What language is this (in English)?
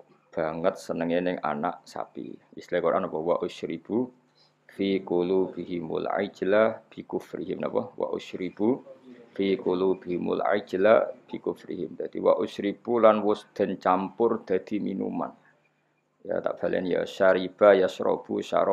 Javanese